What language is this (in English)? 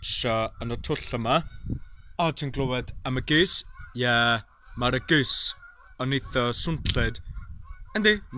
Welsh